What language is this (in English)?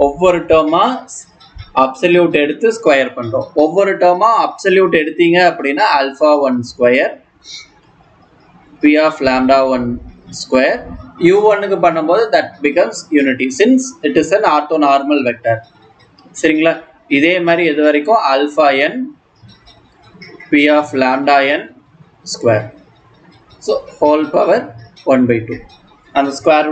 Tamil